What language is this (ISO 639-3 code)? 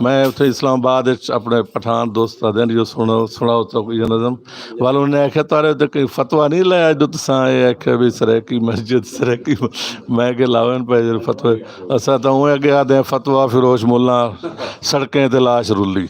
skr